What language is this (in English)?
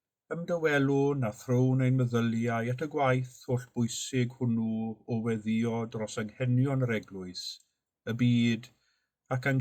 Welsh